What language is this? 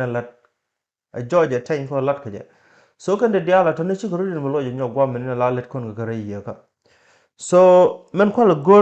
Nuer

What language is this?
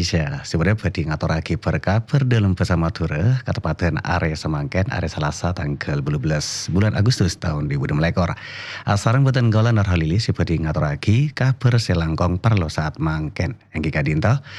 Madurese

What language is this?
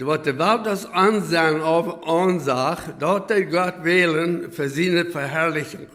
Plautdietsch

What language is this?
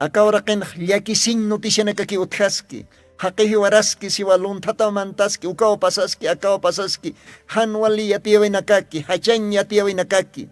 Aymara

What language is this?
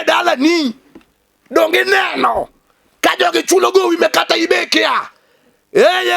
Luo (Kenya and Tanzania)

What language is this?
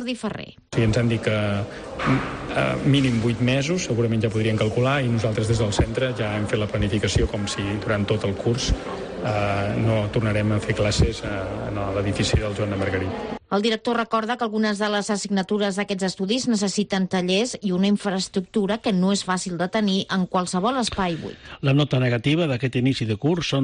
Catalan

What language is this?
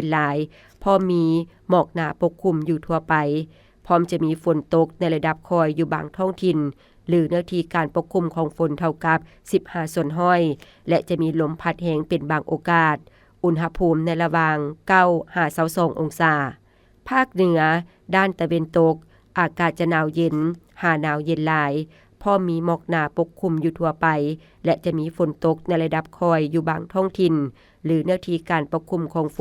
Lao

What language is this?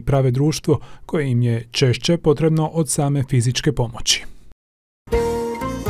Croatian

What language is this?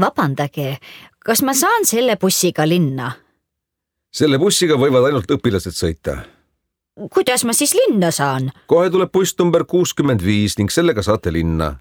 Estonian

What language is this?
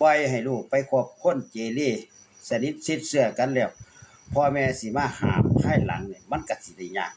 Northeastern Thai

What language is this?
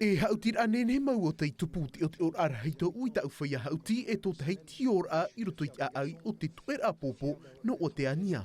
Tahitian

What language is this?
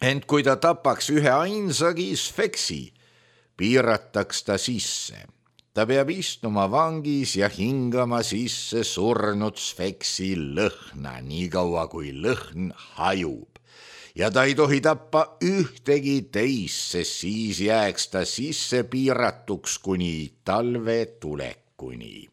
Estonian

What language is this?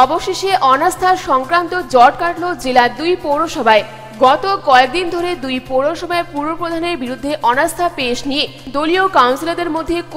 Bangla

